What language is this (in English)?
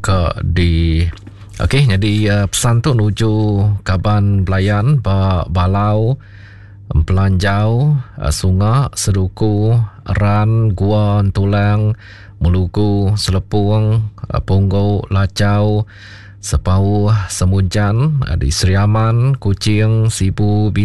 Iban